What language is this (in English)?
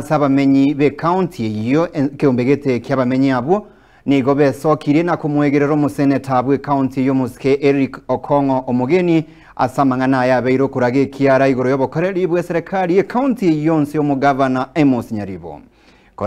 Gusii